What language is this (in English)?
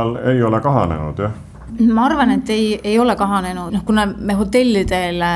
Estonian